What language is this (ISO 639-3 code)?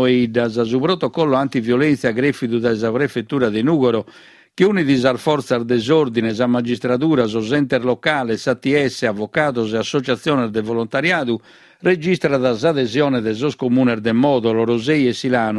srd